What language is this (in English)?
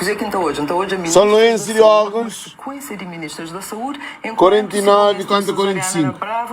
Kabuverdianu